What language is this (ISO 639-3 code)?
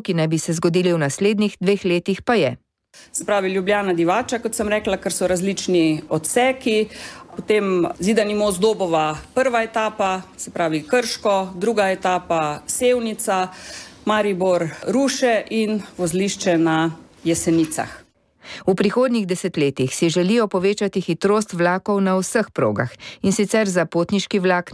slv